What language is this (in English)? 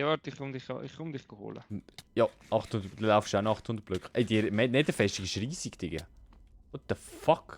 Swiss German